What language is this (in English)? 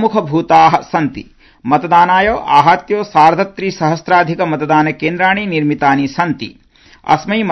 Sanskrit